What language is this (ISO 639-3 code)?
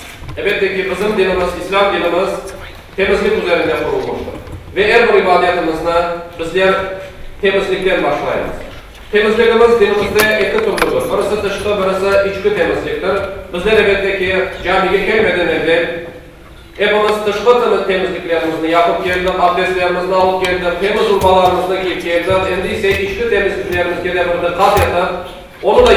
crh